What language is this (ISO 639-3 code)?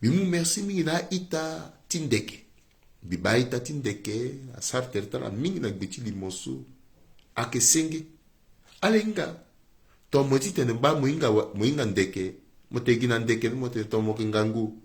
sag